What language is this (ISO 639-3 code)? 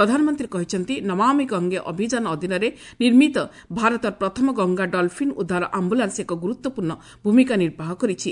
ori